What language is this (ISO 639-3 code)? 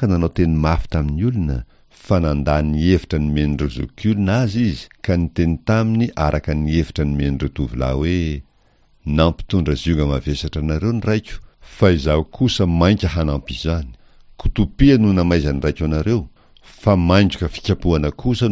mlg